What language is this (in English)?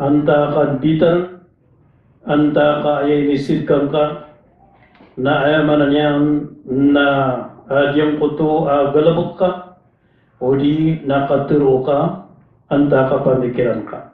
Maranao